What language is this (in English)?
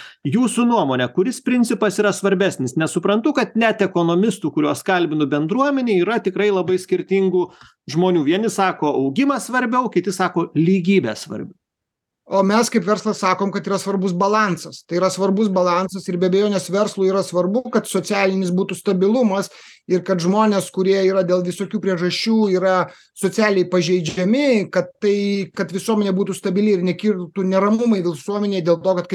Lithuanian